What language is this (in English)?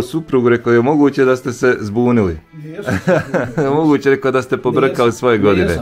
Bosnian